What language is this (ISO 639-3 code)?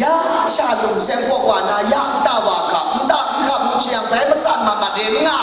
kac